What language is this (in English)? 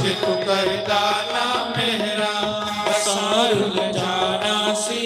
Dogri